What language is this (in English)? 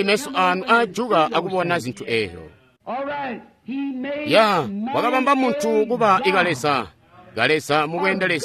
Tonga (Zambia)